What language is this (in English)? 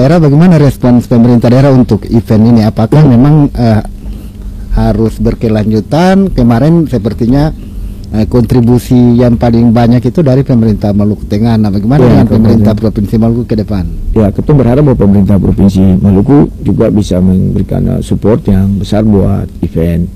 Indonesian